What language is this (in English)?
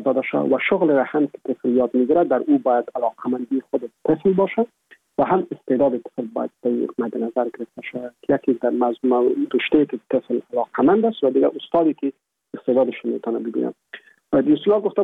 Persian